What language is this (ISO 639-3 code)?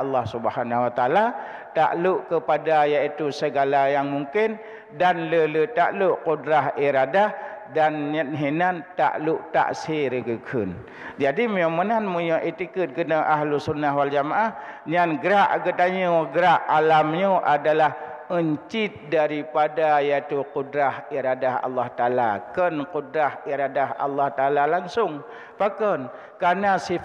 ace